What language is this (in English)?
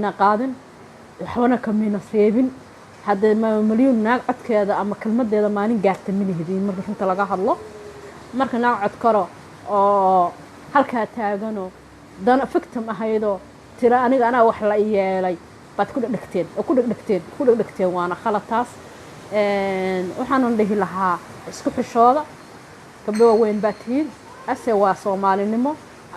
Somali